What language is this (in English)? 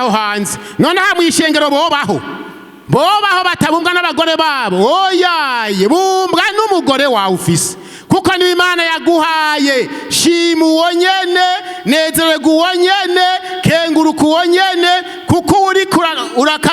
Rundi